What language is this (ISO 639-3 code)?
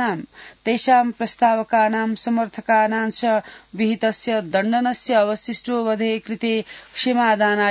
san